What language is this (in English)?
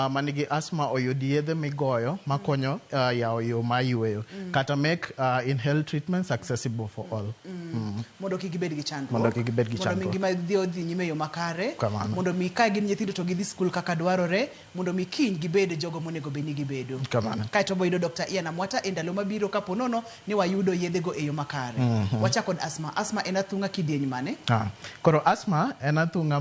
Luo (Kenya and Tanzania)